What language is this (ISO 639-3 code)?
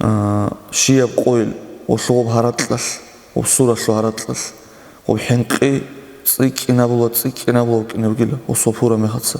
ava